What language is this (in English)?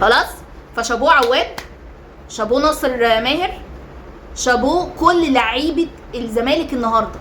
Egyptian Arabic